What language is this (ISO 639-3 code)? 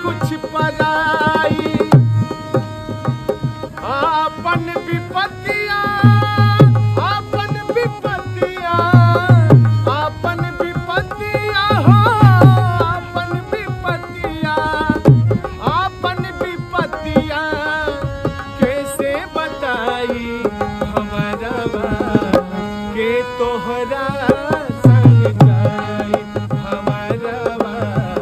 bho